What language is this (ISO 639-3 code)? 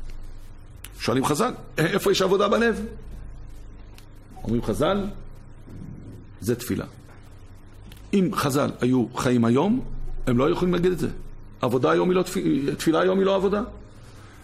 heb